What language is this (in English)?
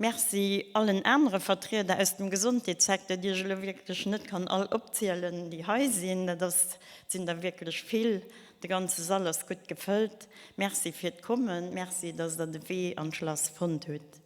Luxembourgish